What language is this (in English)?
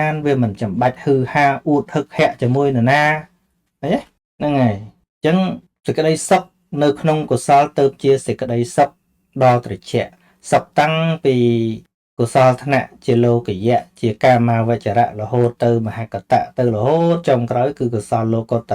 Khmer